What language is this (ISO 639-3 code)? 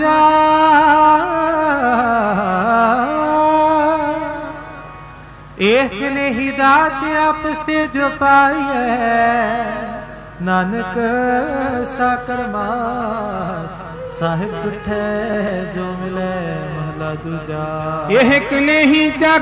pan